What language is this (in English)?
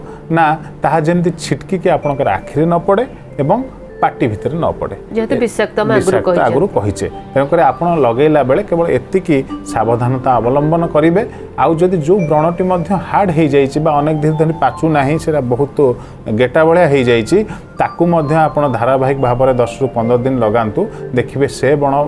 Odia